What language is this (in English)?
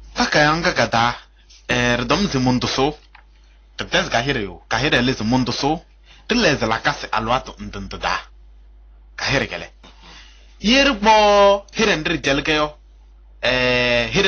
Kabiyè